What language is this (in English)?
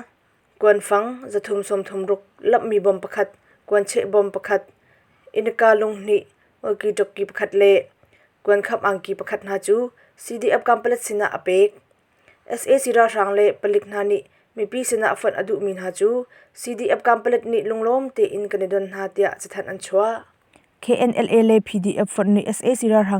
Hakha Chin